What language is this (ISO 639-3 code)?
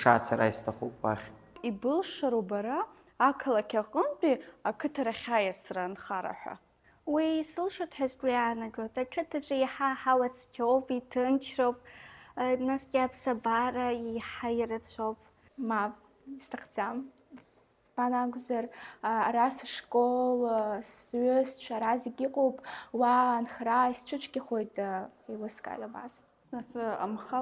abk